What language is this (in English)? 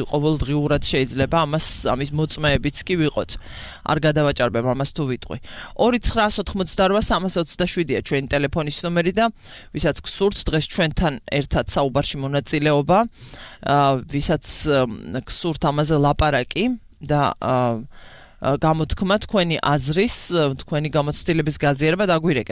Georgian